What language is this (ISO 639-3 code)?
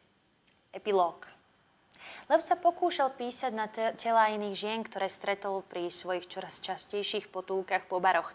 slk